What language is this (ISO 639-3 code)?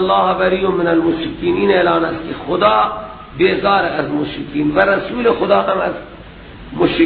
fas